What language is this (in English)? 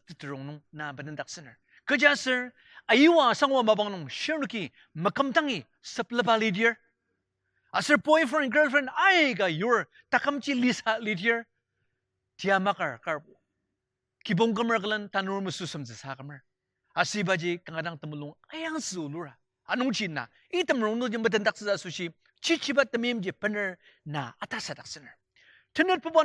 Ao Naga